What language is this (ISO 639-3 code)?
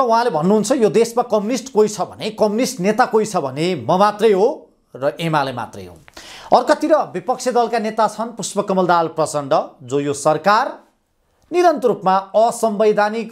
nep